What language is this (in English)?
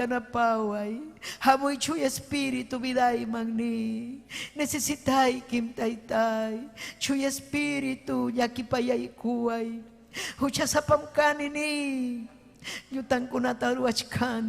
Ayacucho Quechua